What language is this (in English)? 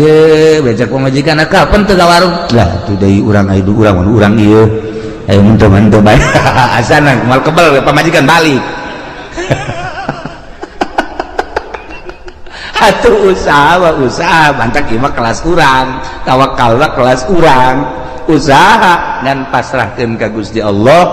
Sundanese